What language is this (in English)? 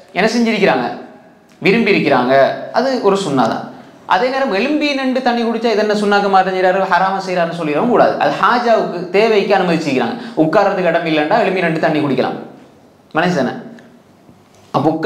Tamil